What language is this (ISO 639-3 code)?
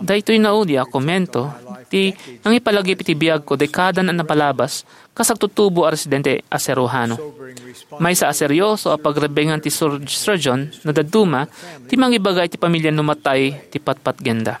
ilo